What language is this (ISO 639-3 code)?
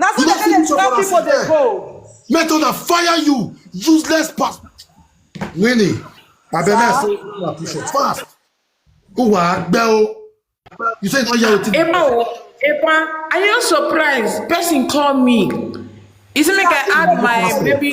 pcm